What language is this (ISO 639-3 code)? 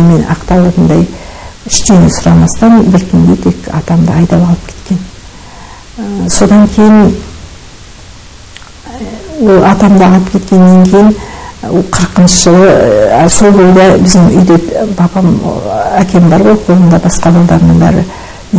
kaz